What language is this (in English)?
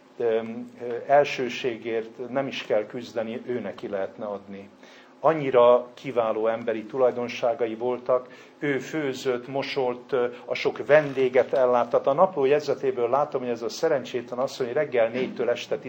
Hungarian